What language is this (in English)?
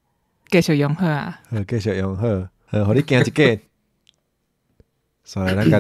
Min Nan Chinese